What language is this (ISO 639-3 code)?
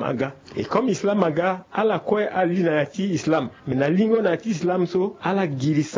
sag